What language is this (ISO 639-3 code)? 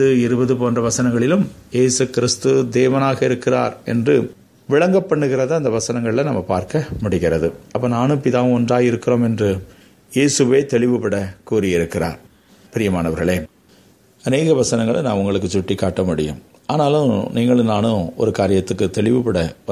tam